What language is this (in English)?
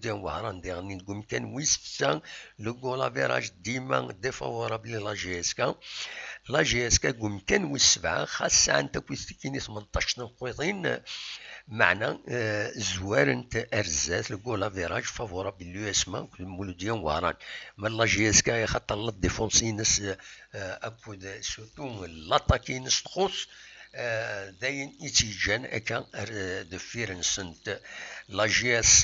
Kabyle